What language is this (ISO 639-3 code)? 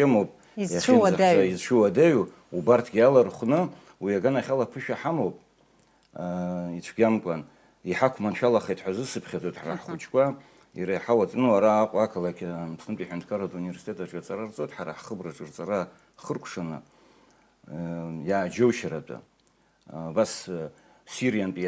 abk